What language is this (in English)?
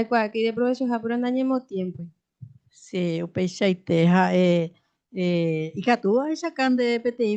Guarani